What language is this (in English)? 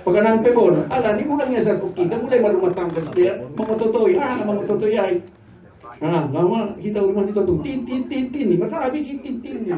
Batak Simalungun